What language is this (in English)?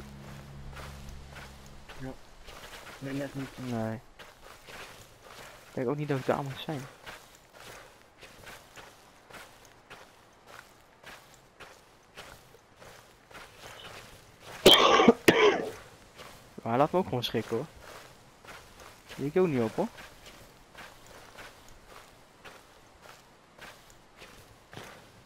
Dutch